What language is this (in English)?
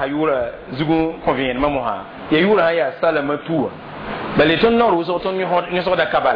Mossi